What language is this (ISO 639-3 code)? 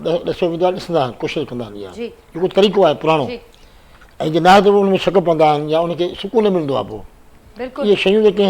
snd